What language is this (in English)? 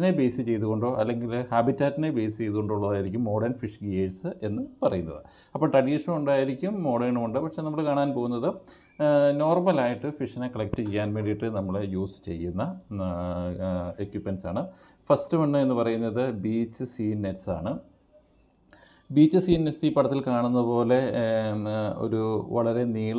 Malayalam